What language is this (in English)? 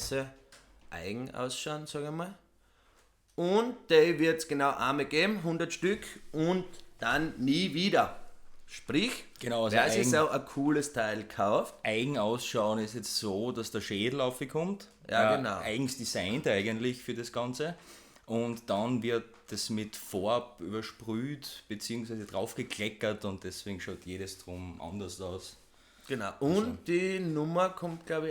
Bavarian